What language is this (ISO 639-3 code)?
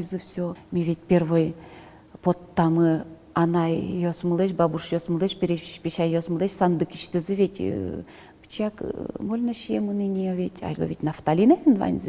udm